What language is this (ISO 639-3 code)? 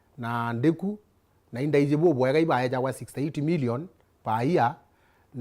mer